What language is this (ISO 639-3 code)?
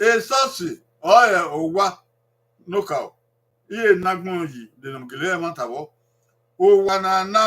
bin